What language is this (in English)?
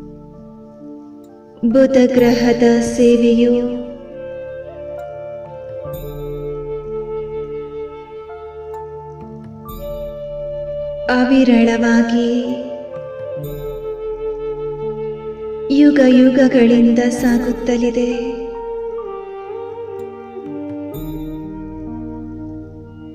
Kannada